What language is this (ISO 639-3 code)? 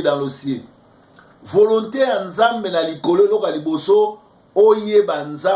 lin